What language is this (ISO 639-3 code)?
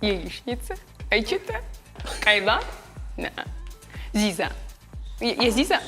oss